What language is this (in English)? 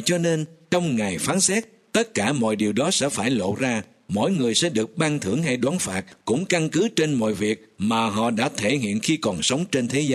Vietnamese